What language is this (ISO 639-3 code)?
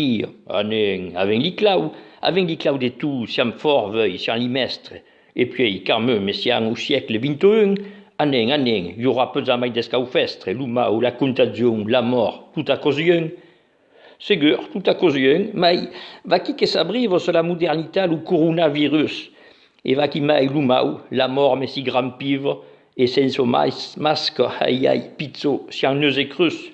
oci